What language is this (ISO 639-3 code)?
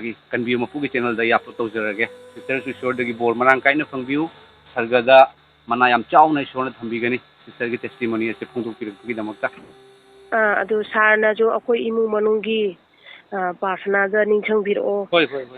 mni